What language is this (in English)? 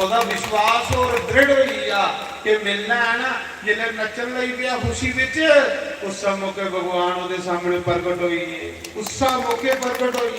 Dogri